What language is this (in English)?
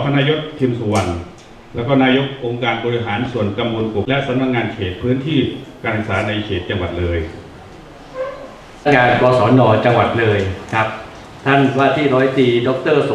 Thai